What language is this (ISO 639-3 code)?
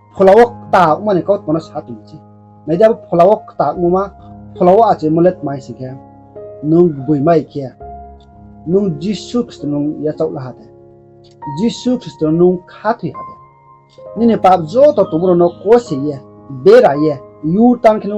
ria